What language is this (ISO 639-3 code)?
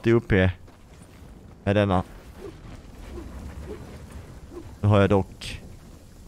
swe